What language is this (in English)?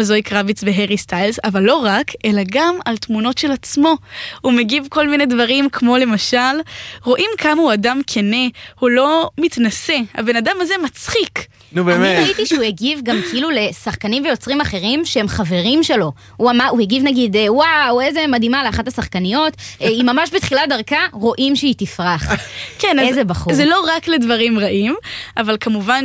Hebrew